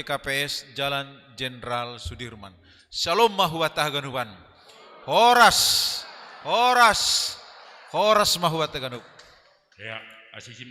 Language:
Batak Simalungun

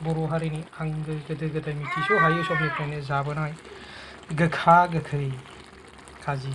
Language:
Bodo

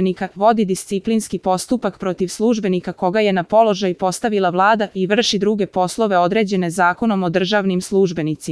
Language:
Serbian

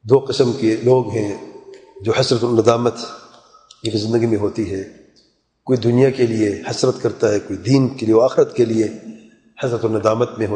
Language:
Urdu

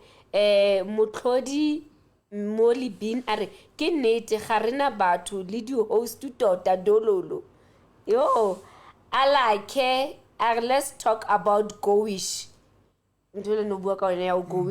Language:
Southern Sotho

